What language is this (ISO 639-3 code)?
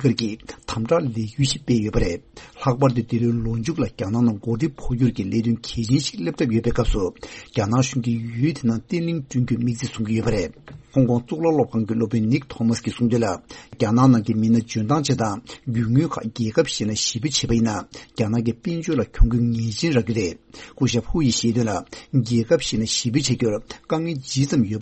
bod